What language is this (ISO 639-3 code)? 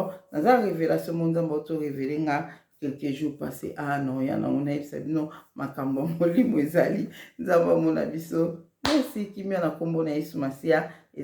lin